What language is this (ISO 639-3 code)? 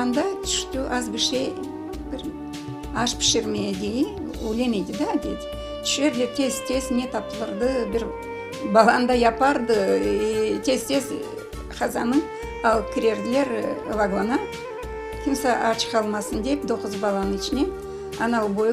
crh